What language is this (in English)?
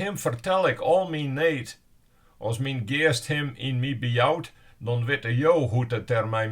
Western Frisian